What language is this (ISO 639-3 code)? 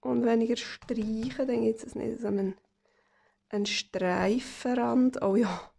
gsw